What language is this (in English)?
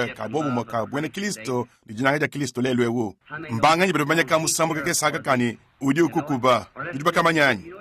Luba-Lulua